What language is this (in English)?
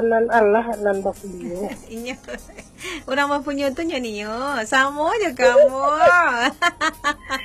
Minangkabau